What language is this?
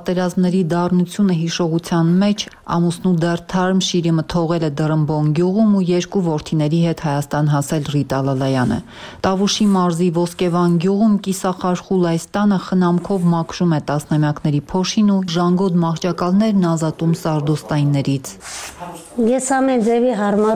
Armenian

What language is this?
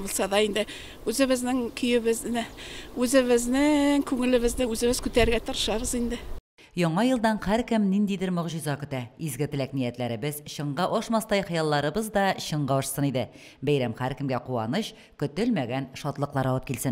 Tatar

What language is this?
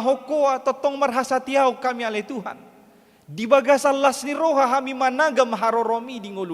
Batak Toba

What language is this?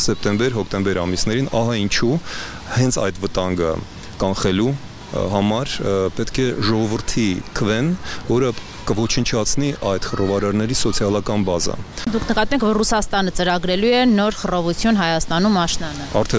Armenian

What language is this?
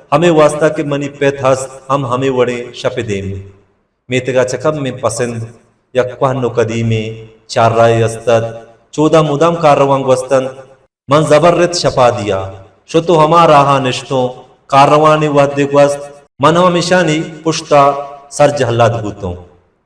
Baluchi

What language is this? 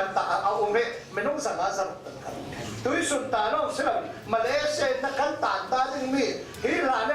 Falam Chin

